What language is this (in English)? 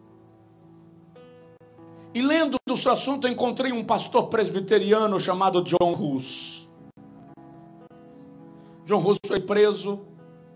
Portuguese